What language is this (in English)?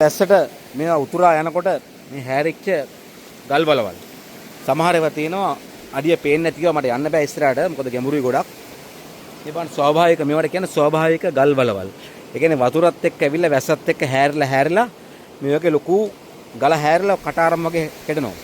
Sinhala